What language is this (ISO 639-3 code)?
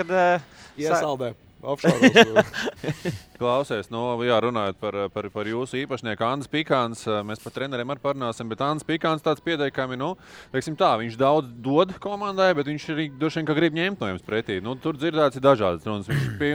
lav